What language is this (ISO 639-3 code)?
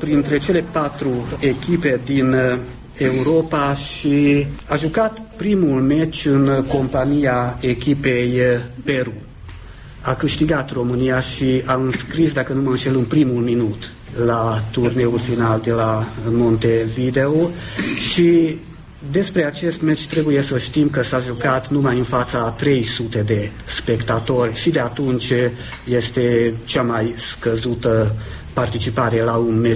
ron